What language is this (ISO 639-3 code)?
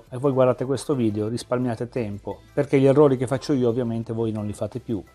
ita